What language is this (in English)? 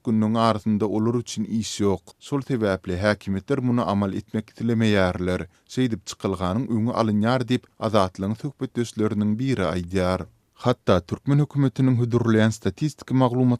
Turkmen